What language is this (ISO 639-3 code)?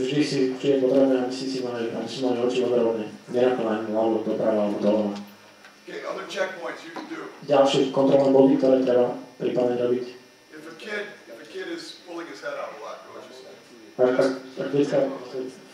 slk